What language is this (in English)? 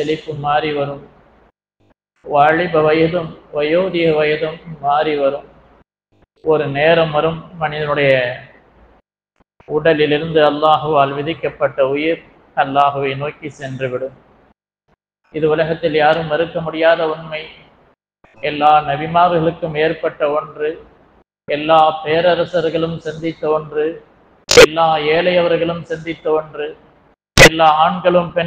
Tamil